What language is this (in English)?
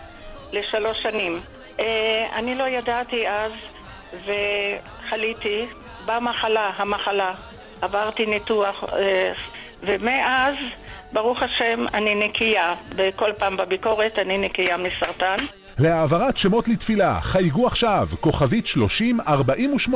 Hebrew